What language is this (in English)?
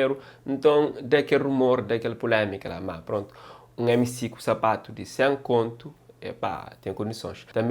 Kabuverdianu